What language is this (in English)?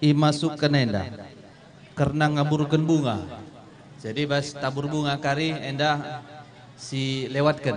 Batak Karo